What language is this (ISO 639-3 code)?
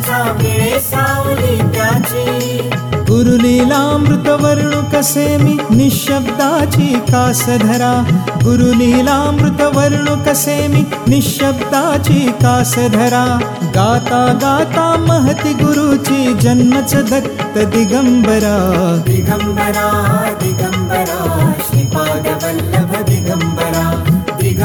mar